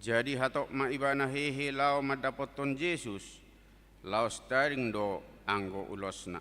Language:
Batak Toba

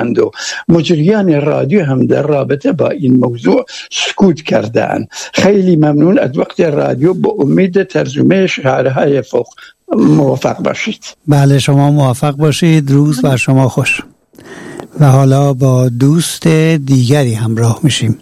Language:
Persian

